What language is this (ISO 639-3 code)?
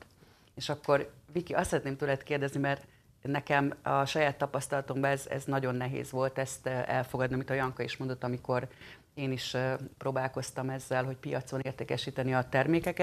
hun